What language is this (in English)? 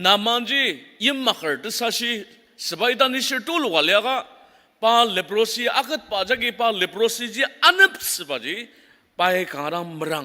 Ao Naga